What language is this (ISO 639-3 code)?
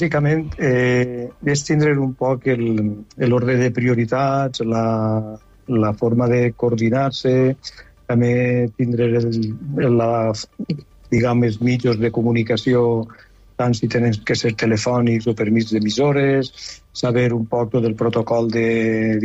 cat